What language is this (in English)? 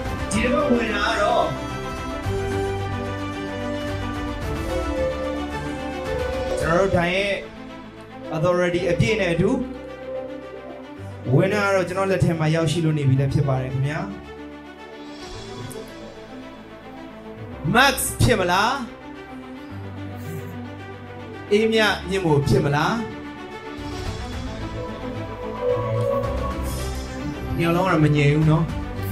Burmese